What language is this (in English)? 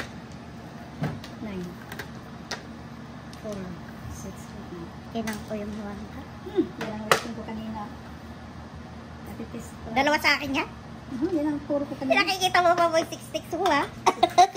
Filipino